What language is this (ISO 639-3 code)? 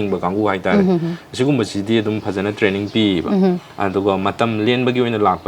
mni